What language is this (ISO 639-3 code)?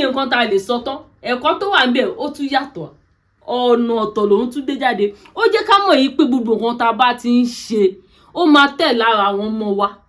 yor